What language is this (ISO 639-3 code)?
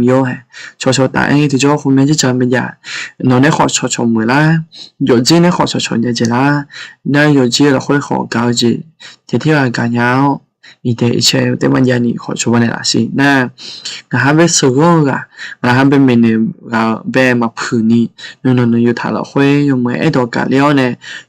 ahk